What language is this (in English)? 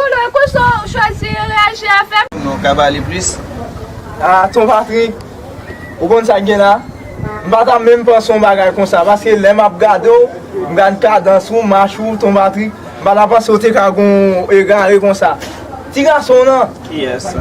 Haitian Creole